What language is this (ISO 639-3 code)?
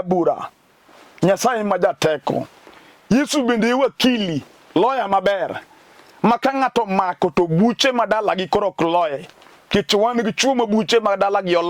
luo